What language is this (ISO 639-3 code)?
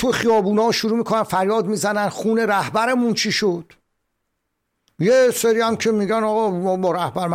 fas